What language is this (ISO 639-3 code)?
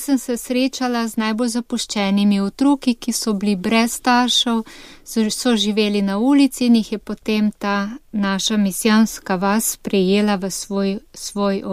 slv